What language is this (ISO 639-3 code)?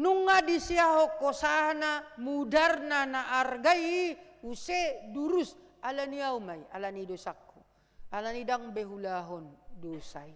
bbc